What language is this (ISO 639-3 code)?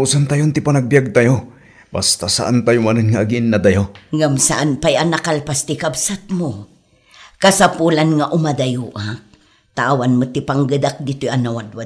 ilo